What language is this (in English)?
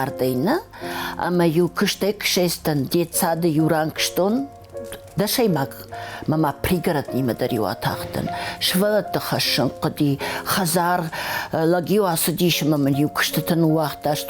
Ossetic